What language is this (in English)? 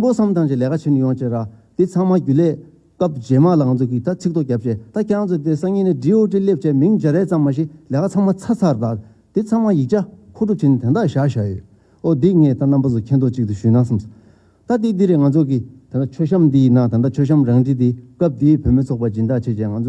Tibetan